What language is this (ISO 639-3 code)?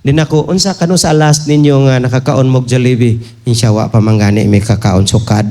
ceb